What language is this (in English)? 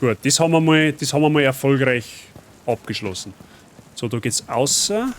Bavarian